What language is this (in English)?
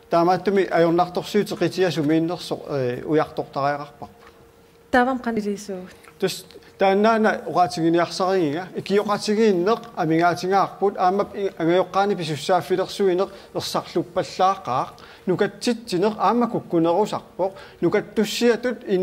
Kalaallisut